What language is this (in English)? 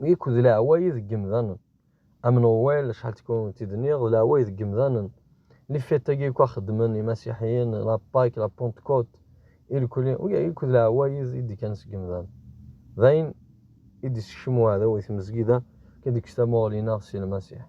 Kabyle